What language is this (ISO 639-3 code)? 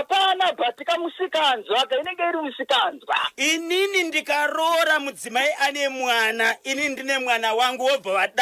sna